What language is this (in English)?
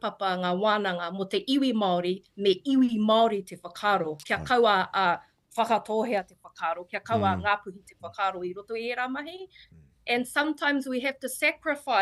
Māori